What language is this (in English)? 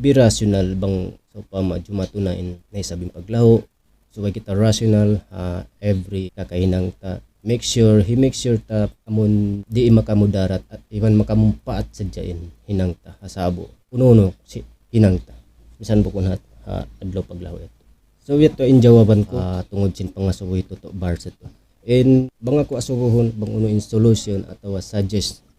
Tausug